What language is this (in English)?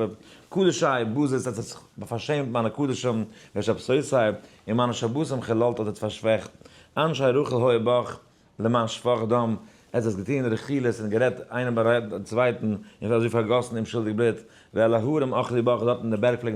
Yiddish